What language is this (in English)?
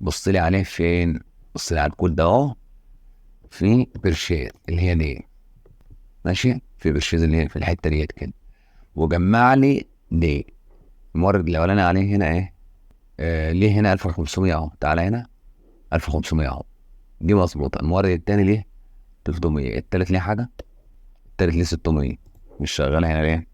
Egyptian Arabic